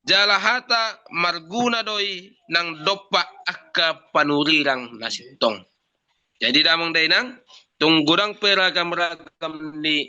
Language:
Batak Toba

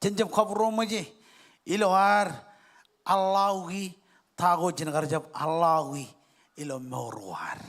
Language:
Marshallese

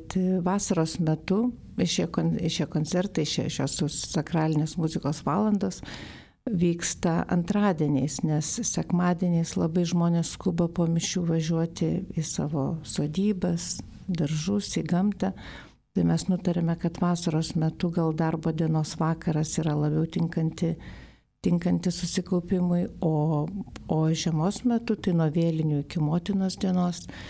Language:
Lithuanian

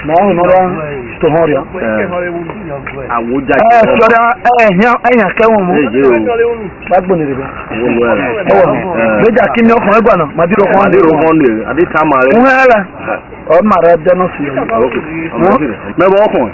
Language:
Esan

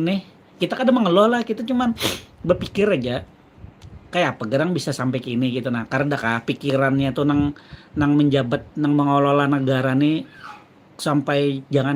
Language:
Banjar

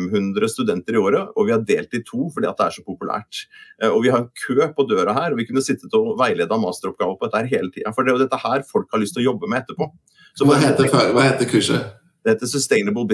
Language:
Norwegian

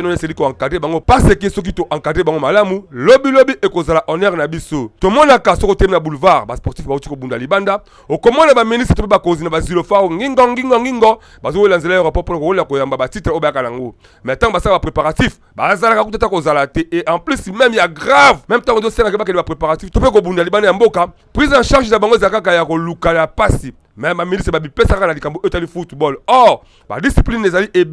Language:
Lingala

